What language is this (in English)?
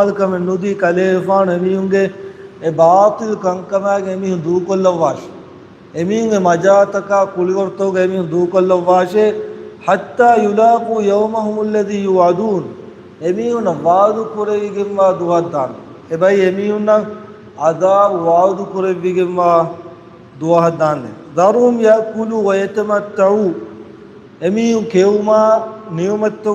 Divehi